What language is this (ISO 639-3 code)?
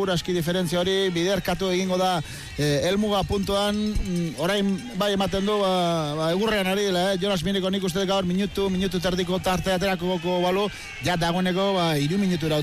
eus